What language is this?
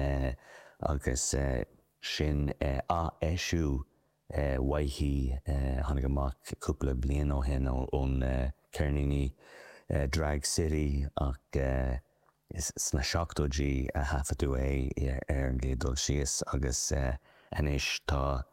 Irish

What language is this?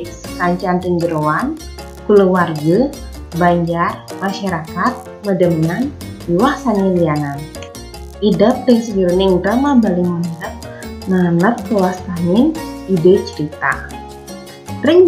Balinese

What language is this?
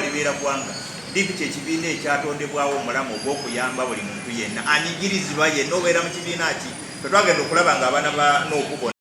Ganda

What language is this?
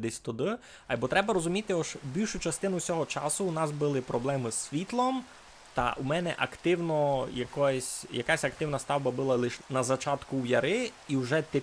Rusyn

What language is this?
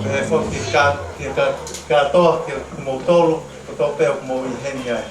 Tongan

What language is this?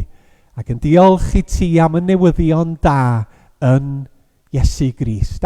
Welsh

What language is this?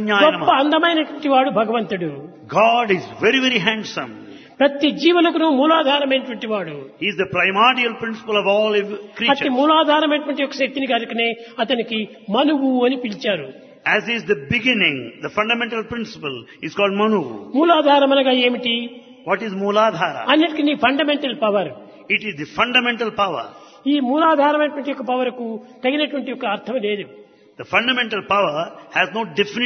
Telugu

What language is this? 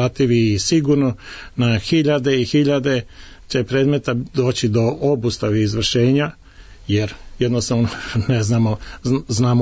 Serbian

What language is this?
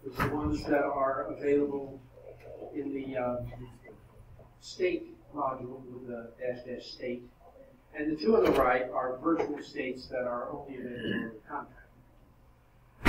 English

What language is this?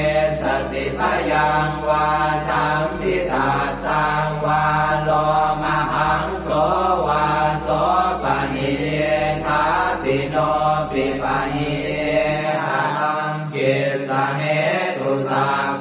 Pali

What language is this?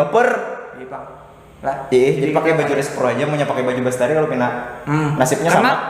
Banjar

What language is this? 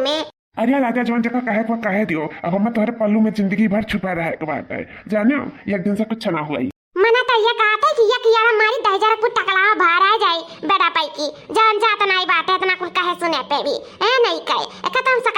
Awadhi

